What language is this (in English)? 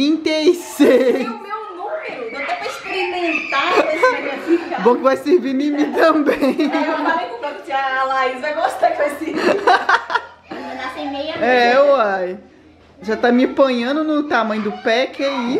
Portuguese